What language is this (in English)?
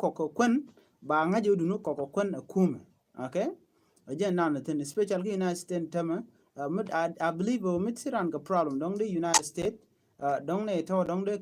Nuer